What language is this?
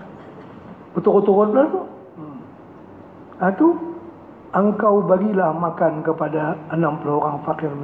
Malay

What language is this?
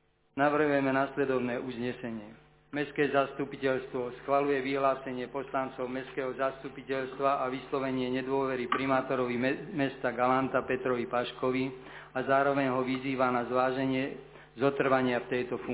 Slovak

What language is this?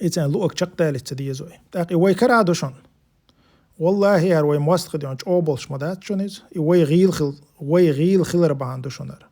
Chechen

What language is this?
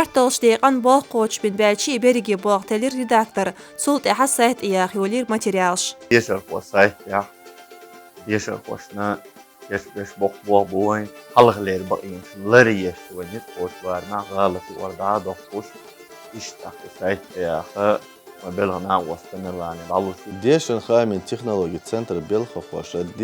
Chechen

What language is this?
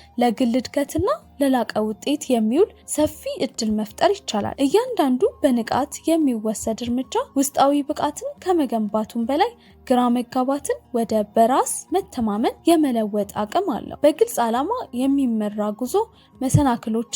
Amharic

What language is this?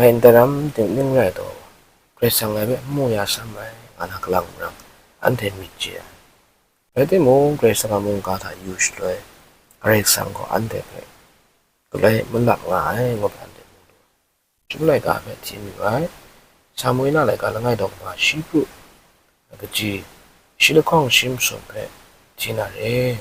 Kachin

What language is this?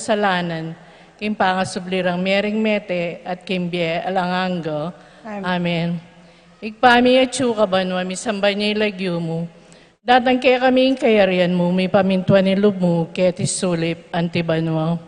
Pampanga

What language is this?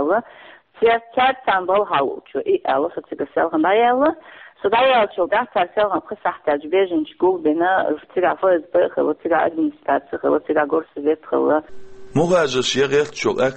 Chechen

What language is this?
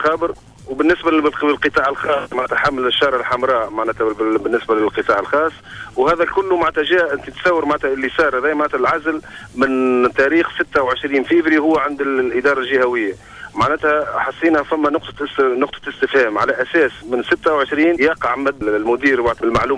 Tunisian Arabic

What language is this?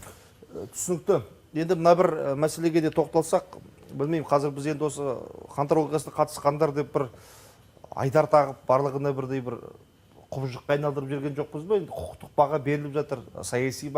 Kazakh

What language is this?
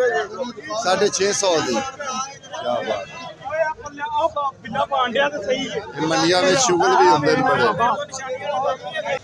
Punjabi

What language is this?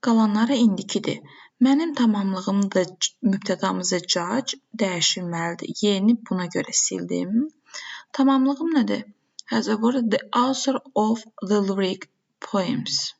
Azerbaijani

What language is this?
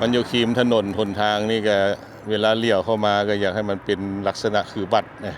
Lao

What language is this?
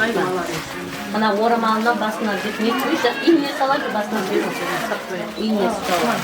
Kara-Kalpak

